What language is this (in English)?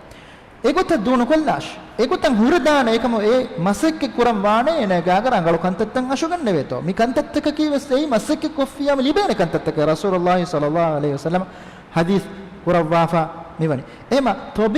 Divehi